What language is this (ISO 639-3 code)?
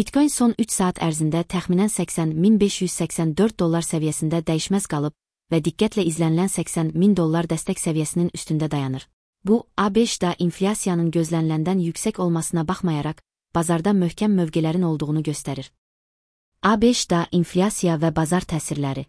aze